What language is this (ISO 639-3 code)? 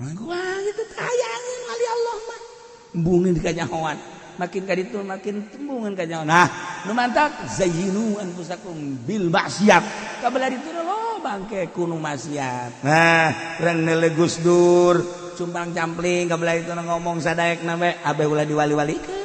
sun